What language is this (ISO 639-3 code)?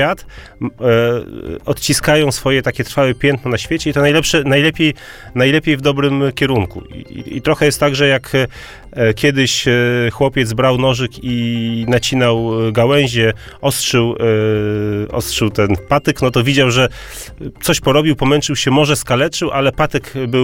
pol